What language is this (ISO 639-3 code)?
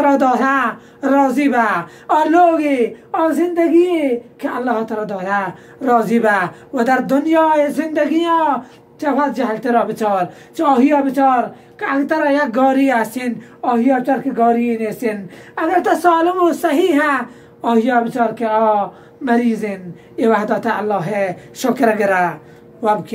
bal